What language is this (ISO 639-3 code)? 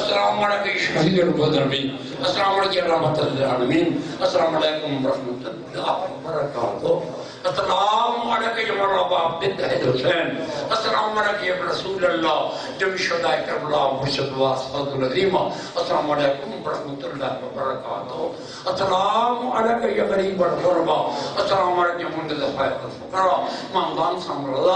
urd